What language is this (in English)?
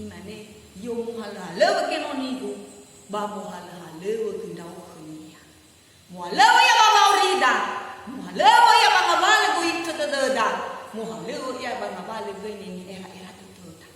Nias